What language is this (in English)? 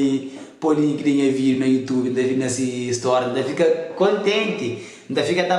Kabuverdianu